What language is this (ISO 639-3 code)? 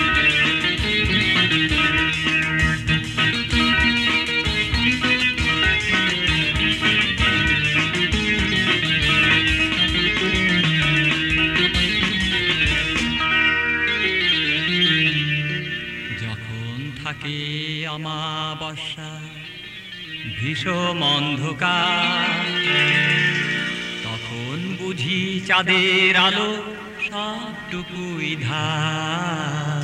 ben